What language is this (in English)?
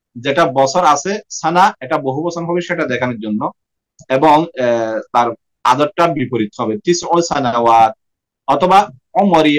Bangla